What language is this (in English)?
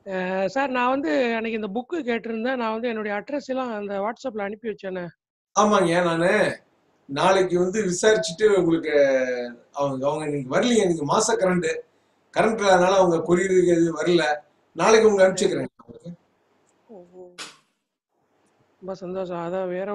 Tamil